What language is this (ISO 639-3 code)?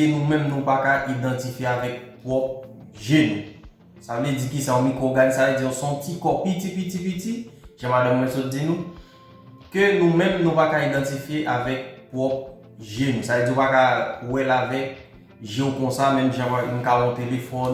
hat